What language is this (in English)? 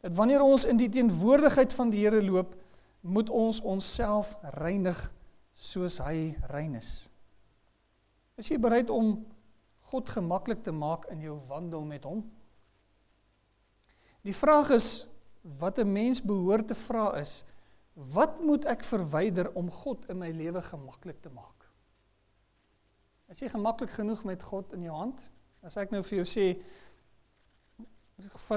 Afrikaans